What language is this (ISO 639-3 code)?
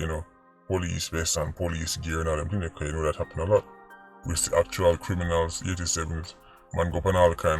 jam